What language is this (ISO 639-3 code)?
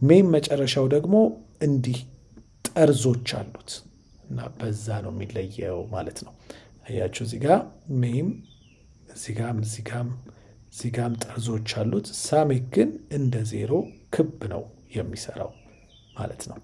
amh